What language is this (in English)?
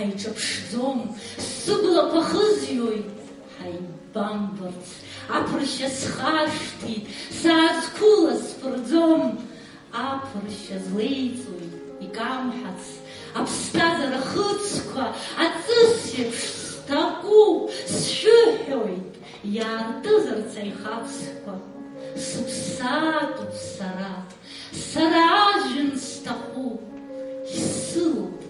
Abkhazian